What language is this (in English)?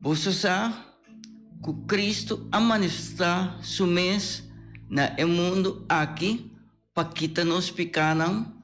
Papiamento